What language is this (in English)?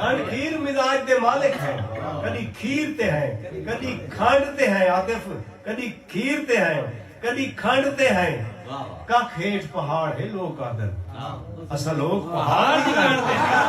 Saraiki